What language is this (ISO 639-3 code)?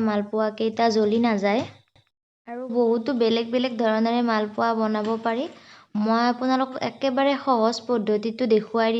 asm